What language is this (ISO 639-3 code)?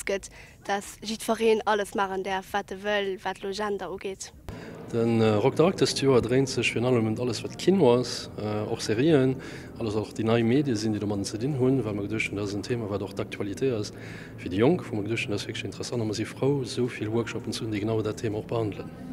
ltz